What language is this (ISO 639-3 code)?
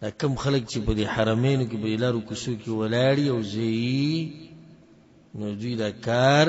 pus